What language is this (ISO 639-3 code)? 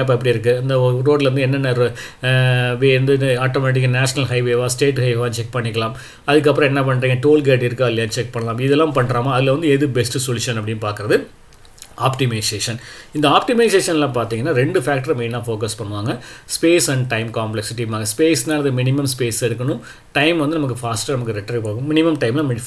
tam